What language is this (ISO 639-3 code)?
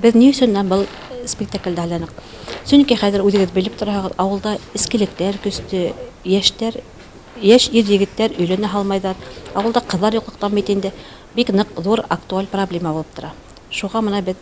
bak